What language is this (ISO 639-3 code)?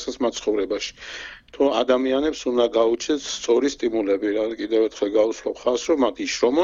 kat